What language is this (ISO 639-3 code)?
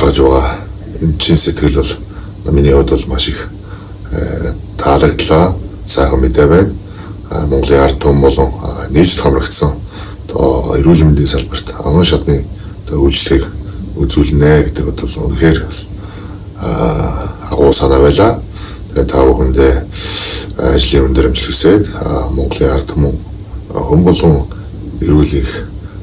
mon